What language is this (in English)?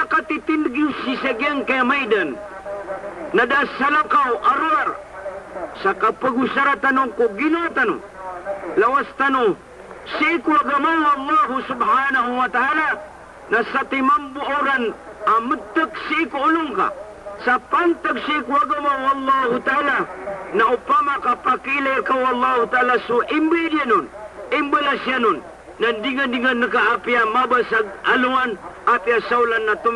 Maranao